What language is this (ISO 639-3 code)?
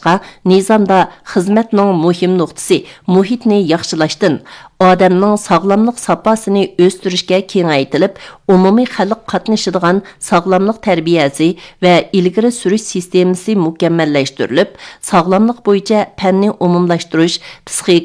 uig